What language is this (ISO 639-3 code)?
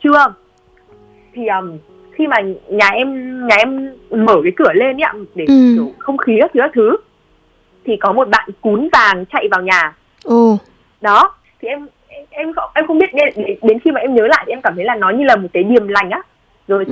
vie